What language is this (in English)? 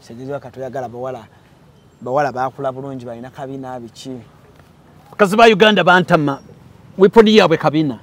Ganda